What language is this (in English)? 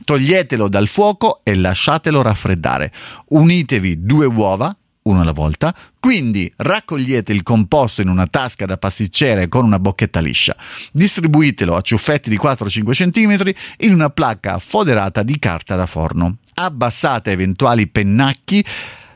Italian